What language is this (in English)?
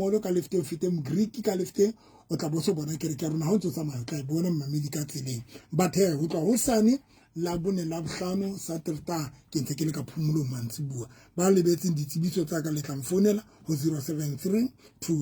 Southern Sotho